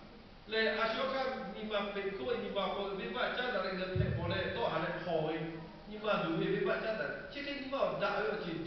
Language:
Lahu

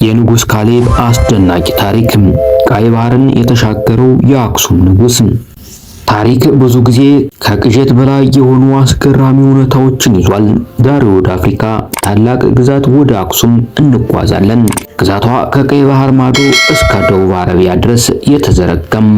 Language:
Amharic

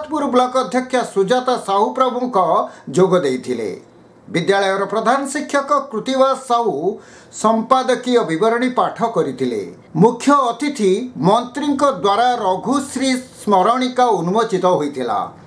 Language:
Odia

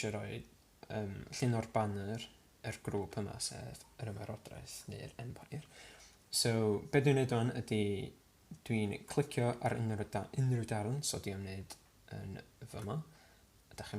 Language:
Welsh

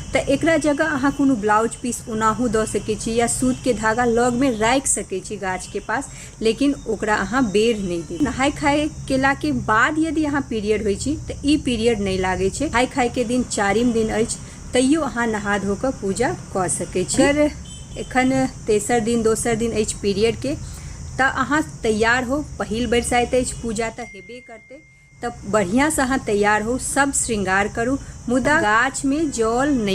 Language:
Maithili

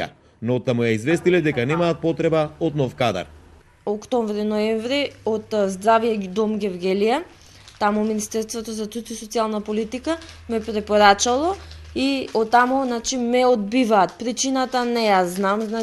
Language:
Macedonian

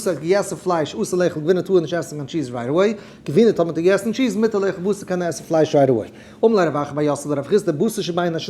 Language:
Yiddish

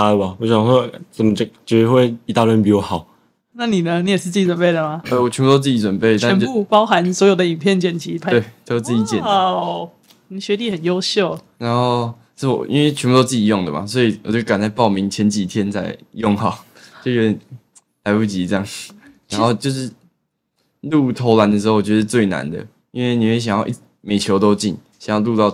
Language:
Chinese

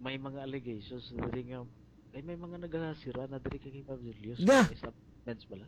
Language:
Hiligaynon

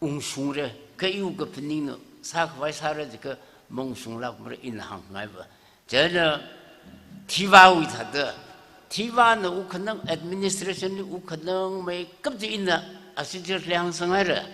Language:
Tangkhul Naga (India)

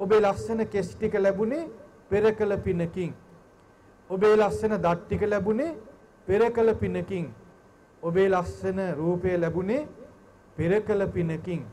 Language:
Sinhala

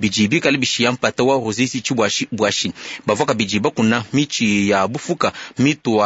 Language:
Luba-Lulua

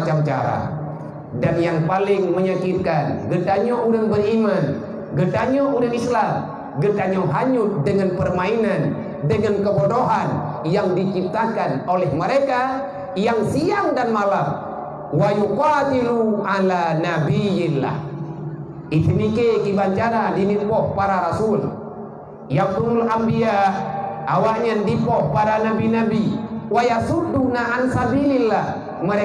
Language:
Achinese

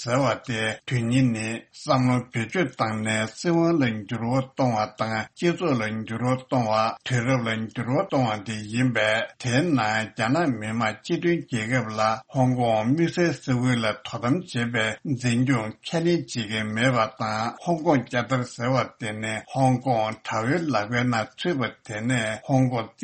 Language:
Tibetan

